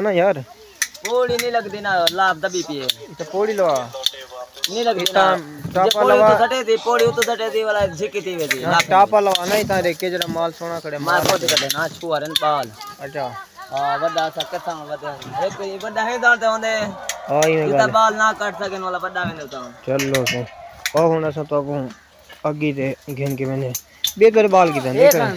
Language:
Saraiki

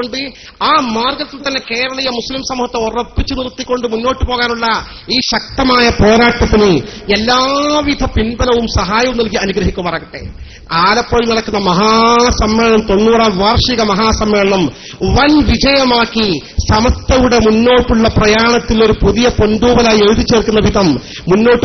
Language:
Malayalam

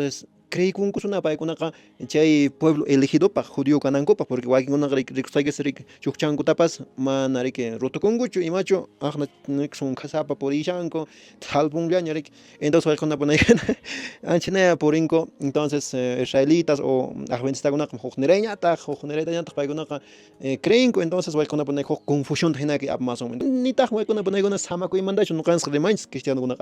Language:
Quechua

